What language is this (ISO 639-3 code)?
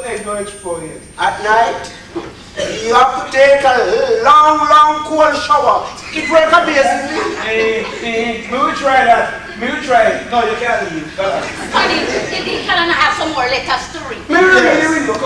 jam